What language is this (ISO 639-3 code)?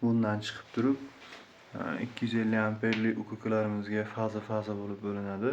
uzb